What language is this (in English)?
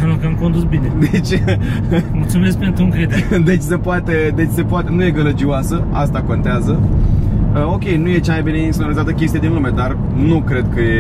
Romanian